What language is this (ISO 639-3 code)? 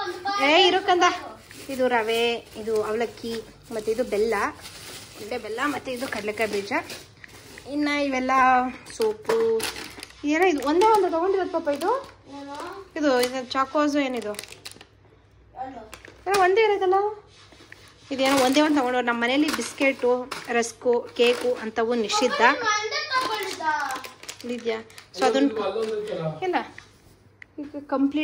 kan